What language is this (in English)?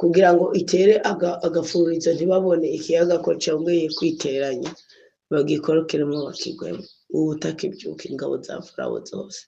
Rundi